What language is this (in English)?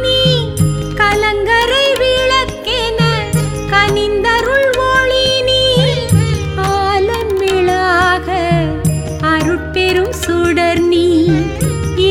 Tamil